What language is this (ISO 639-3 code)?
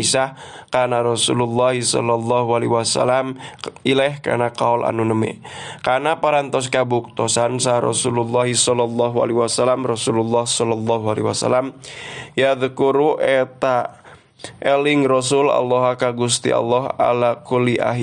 sun